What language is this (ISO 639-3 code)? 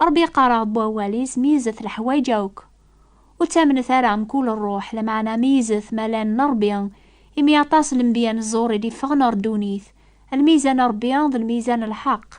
kab